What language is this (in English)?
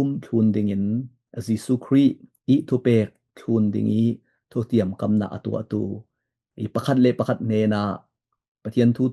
Falam Chin